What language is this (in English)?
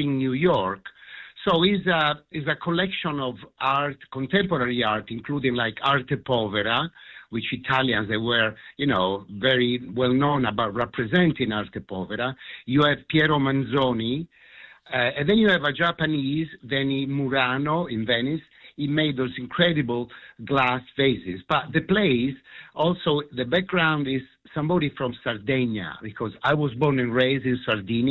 English